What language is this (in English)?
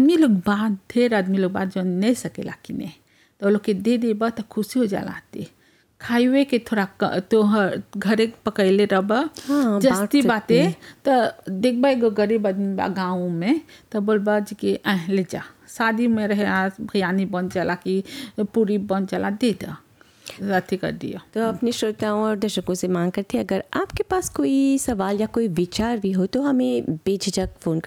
Bhojpuri